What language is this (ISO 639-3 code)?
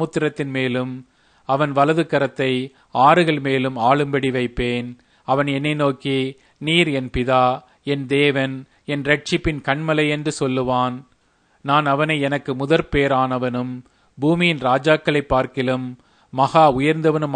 tam